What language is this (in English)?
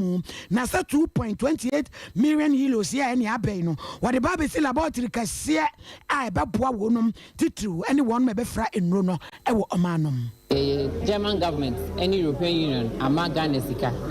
Akan